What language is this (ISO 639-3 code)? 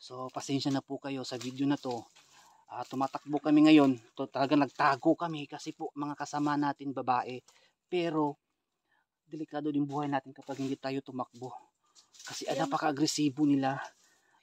fil